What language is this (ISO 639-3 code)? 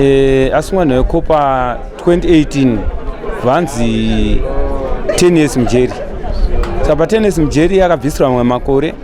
sna